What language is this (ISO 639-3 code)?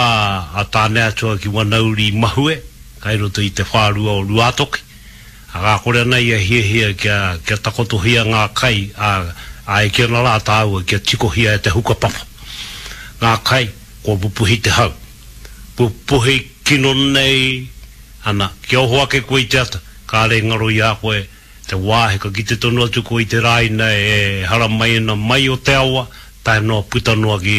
mri